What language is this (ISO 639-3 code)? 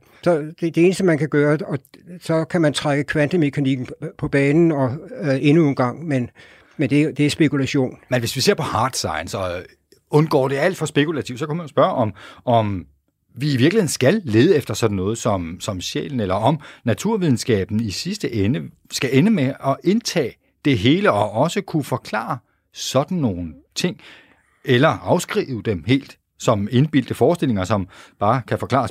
dan